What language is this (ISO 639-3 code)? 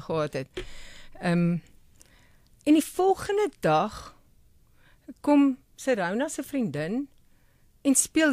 afr